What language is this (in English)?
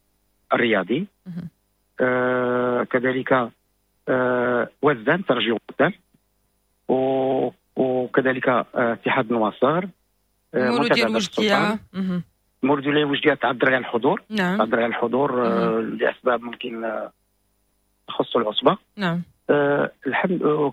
Moroccan Arabic